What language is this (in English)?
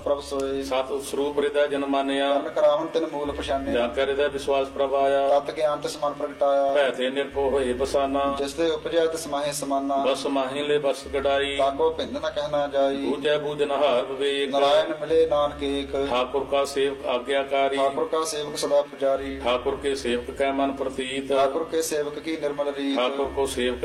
Punjabi